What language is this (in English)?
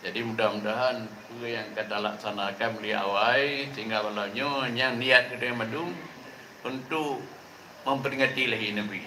Achinese